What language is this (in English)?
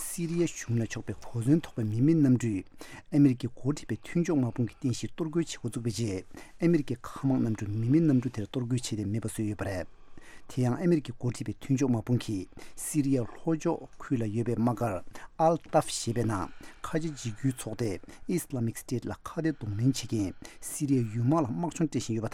Tibetan